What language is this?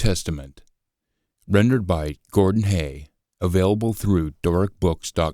Scots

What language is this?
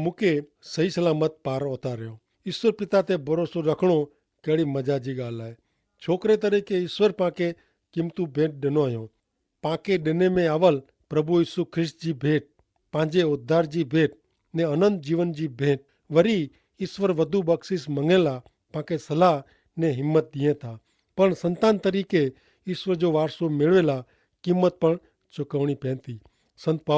Kachhi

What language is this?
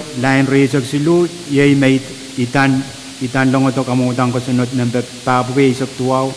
Pohnpeian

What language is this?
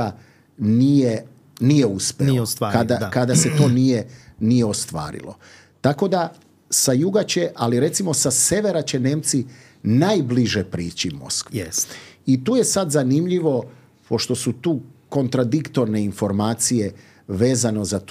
Serbian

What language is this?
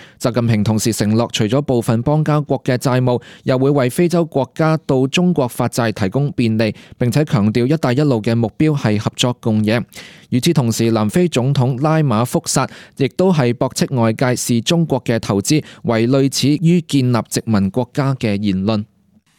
Cantonese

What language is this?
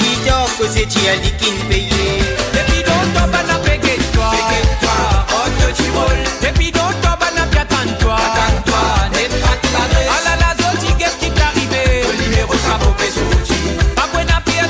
Morisyen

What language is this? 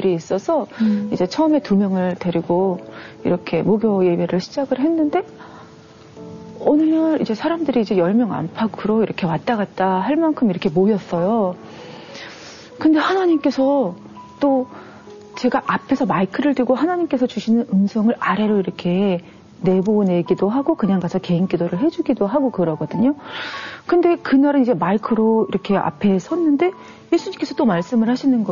Korean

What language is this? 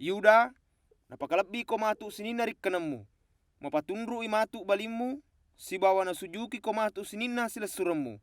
Buginese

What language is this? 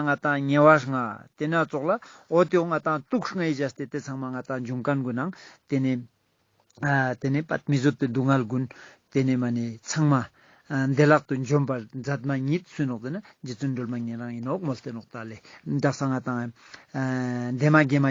Ladakhi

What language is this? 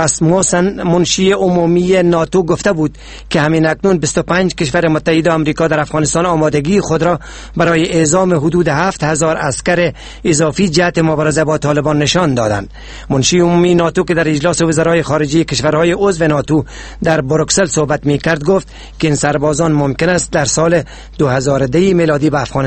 Persian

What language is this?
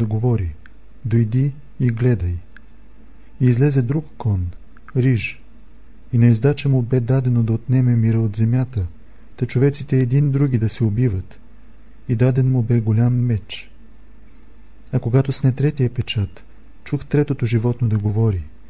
Bulgarian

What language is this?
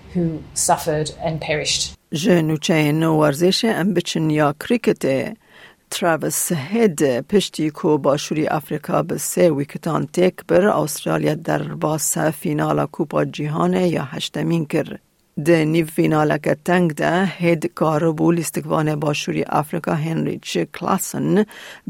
Kurdish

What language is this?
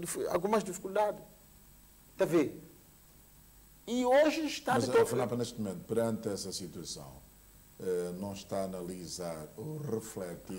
Portuguese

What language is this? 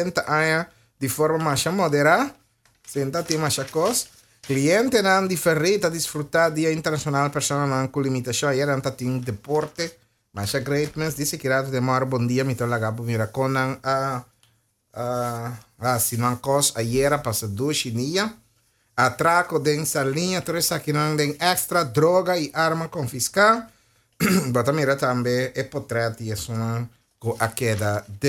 Papiamento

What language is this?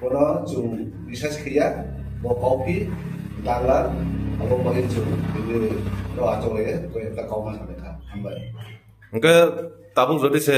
Kok Borok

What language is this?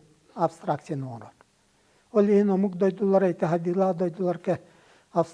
Yakut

